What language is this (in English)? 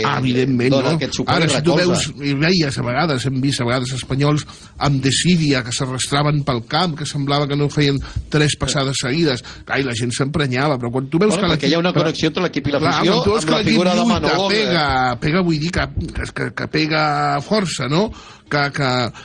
Catalan